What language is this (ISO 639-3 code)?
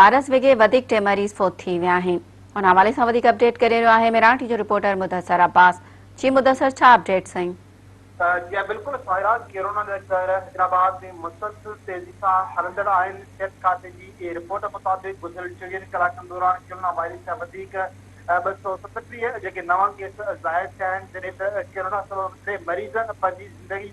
snd